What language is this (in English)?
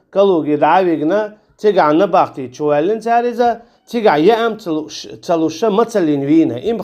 Chechen